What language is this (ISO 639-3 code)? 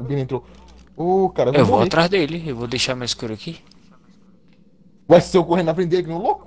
por